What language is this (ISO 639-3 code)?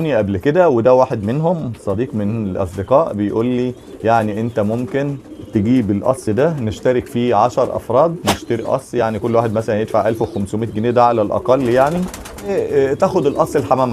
arz